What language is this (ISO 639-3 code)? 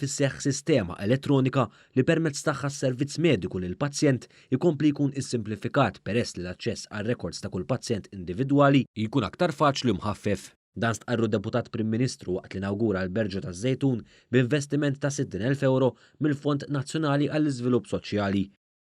mlt